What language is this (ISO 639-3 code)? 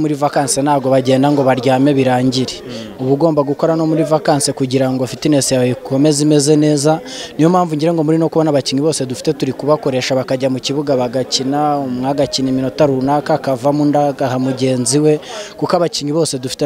kin